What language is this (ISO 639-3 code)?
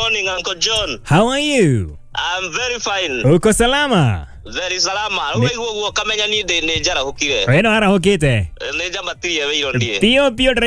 kik